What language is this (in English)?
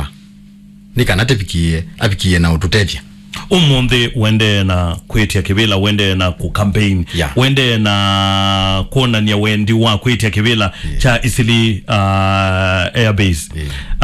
Kamba